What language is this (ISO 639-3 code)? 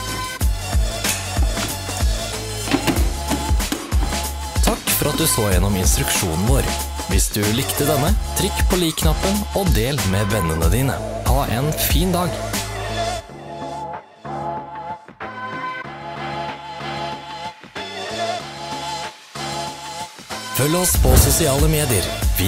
nor